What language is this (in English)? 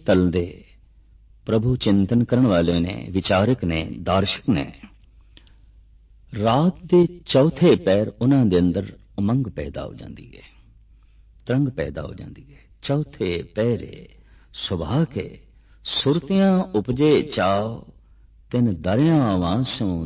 Punjabi